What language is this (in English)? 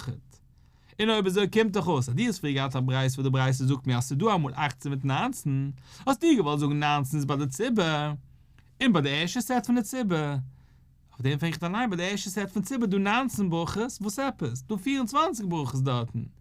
Yiddish